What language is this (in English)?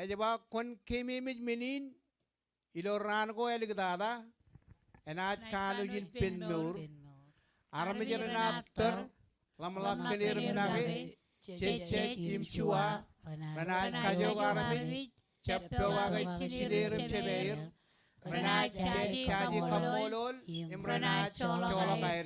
Marshallese